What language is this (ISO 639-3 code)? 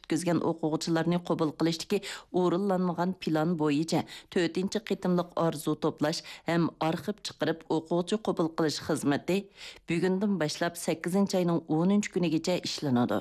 uig